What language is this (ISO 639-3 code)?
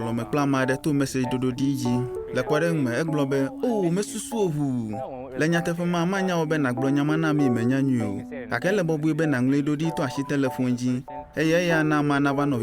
ewe